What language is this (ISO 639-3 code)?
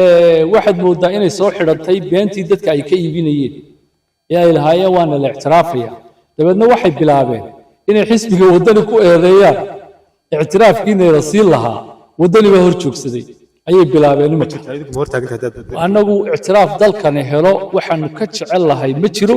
som